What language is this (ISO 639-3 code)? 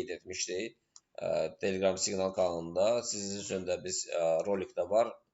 aze